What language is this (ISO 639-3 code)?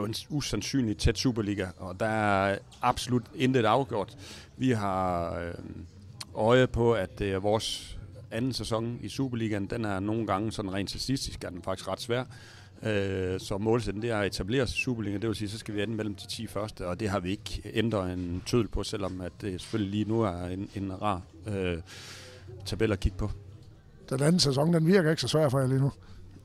dan